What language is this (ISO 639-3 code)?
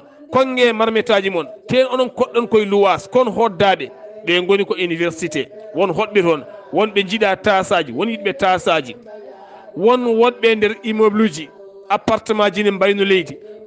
ful